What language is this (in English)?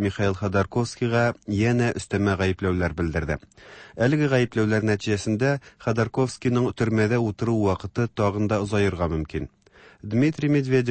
Tatar